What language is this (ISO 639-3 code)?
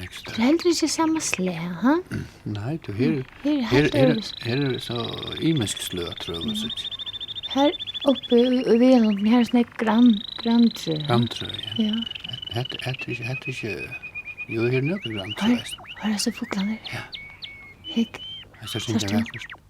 fao